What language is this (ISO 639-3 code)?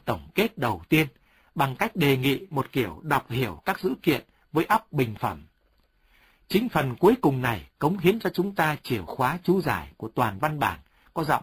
vie